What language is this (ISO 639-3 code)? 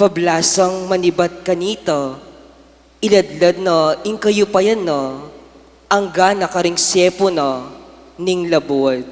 pam